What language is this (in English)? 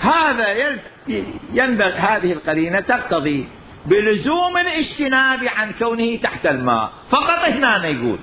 Mesopotamian Arabic